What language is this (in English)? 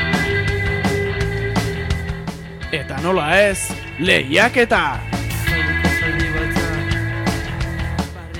Basque